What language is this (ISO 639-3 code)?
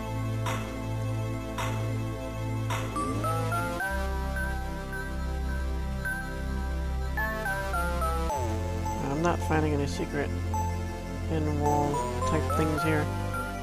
eng